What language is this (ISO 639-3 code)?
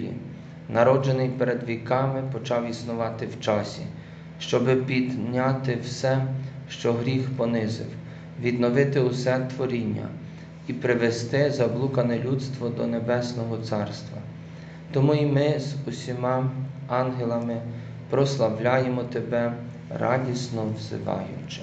ukr